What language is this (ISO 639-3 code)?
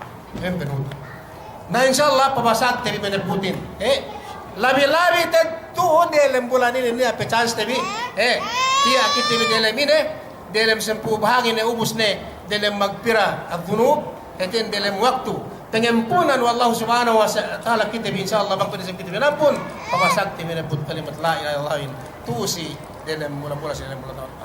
yka